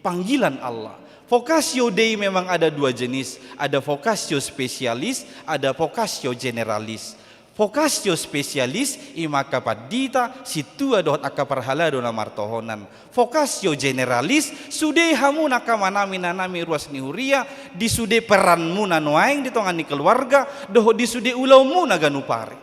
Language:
Batak Toba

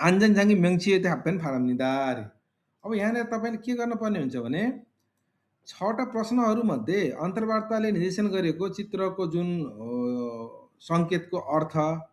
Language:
Nepali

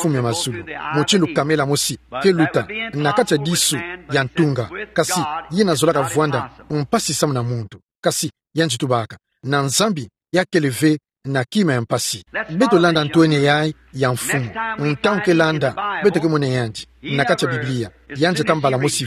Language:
Kituba (Democratic Republic of Congo)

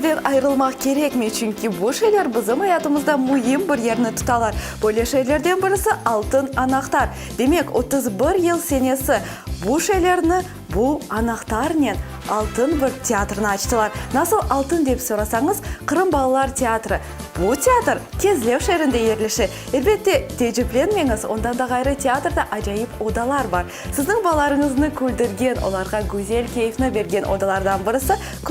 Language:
Crimean Tatar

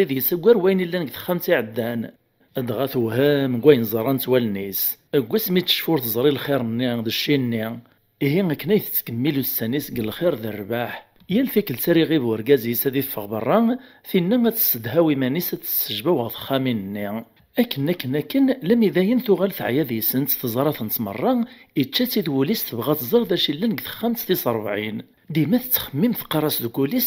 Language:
Kabyle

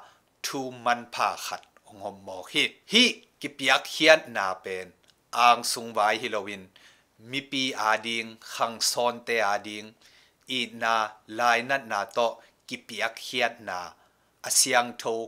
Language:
Tedim Chin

